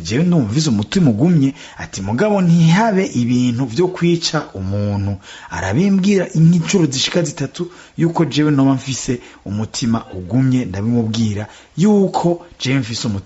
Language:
Rundi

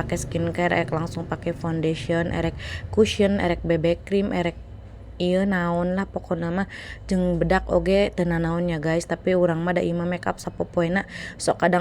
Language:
Sundanese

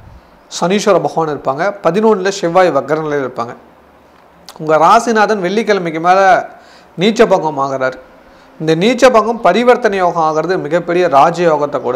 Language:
Tamil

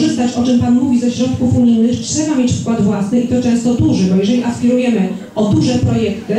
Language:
Polish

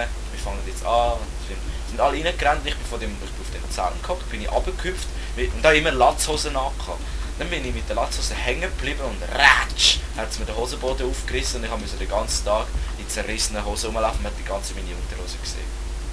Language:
Swiss German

